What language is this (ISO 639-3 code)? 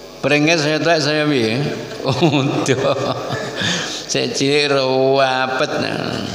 jav